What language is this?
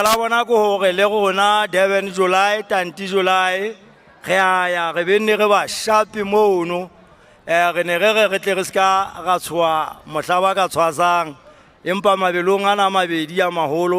Southern Sotho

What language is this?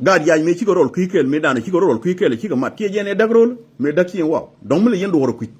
Nuer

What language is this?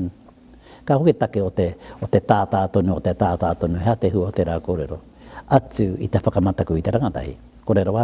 Māori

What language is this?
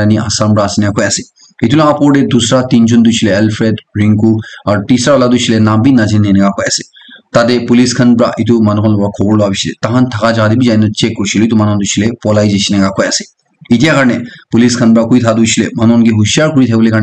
Naga Pidgin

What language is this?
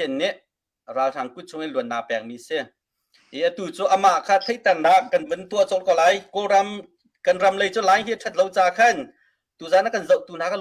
Hakha Chin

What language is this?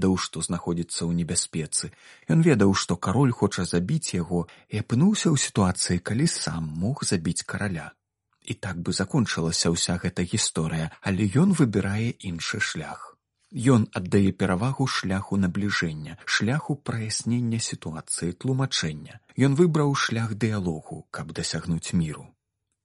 Belarusian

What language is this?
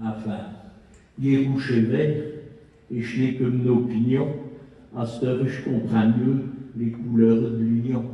Picard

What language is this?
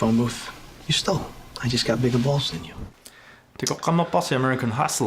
Kalaallisut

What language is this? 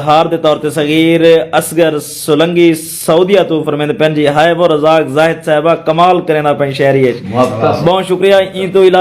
Saraiki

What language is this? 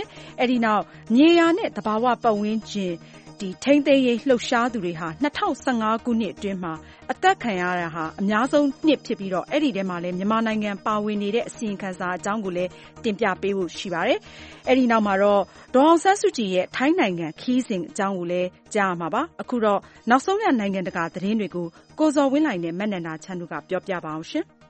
Burmese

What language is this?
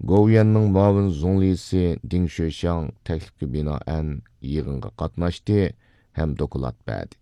Uyghur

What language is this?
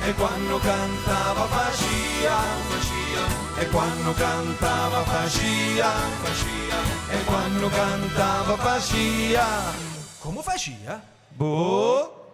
Sicilian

